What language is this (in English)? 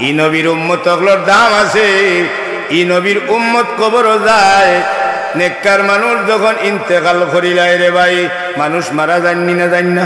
Sylheti